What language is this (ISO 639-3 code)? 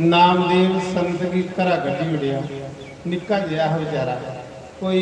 doi